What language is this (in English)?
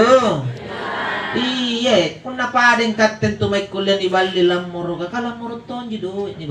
Makasar